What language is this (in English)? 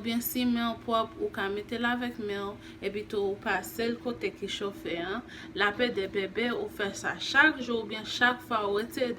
Haitian Creole